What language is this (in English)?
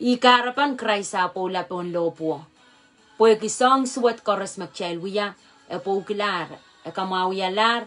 Pohnpeian